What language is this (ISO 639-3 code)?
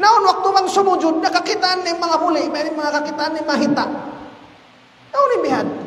tsg